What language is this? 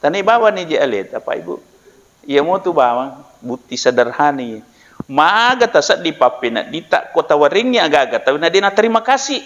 Buginese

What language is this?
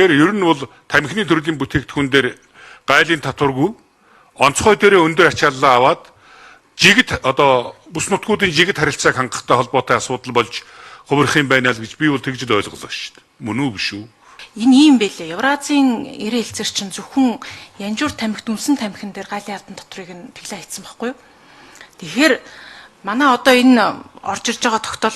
Mongolian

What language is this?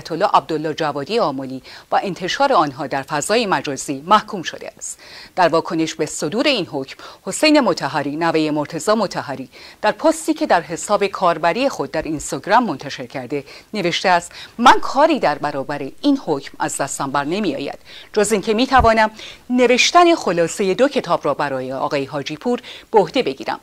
Persian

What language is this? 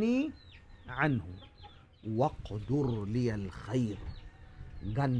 Tausug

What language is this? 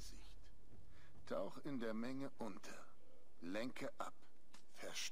German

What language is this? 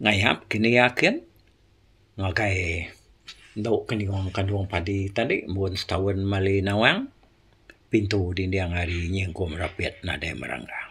Iban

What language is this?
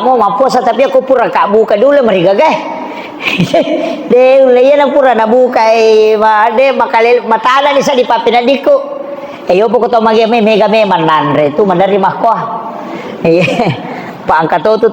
Buginese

